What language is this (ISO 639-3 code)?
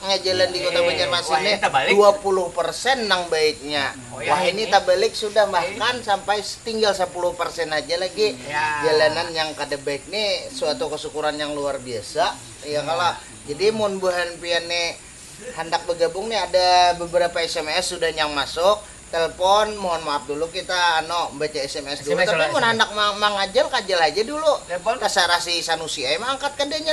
bjn